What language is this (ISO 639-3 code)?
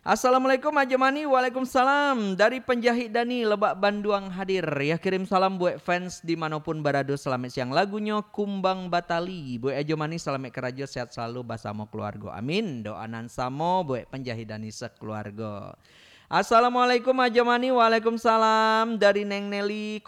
min